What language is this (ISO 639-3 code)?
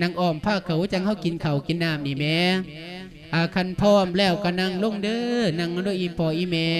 lao